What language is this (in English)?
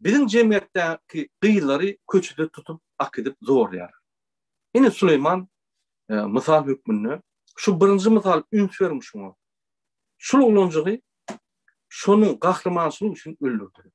Turkmen